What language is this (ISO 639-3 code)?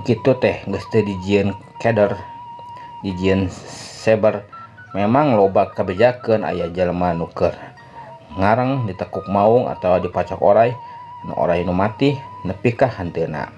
sun